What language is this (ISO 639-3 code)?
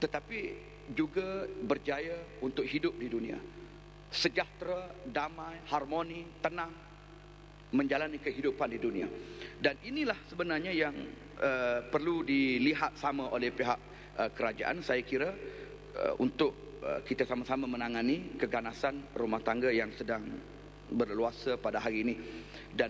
msa